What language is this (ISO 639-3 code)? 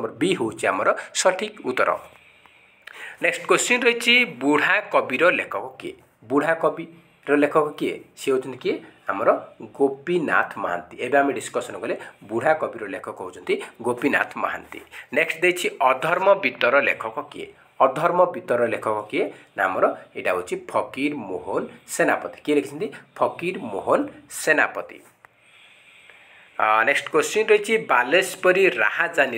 ori